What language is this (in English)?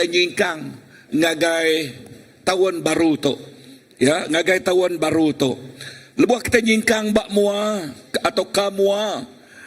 Iban